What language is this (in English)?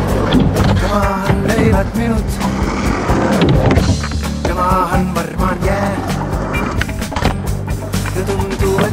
Finnish